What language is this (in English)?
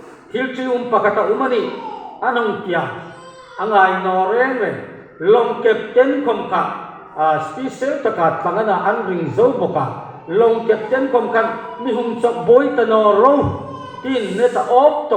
Hmar